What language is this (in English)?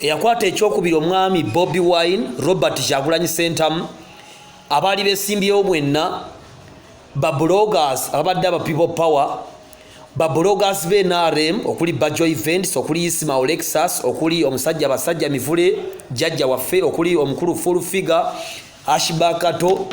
Ganda